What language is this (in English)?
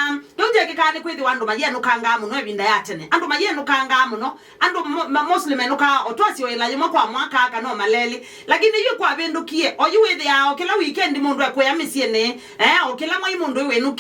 Kamba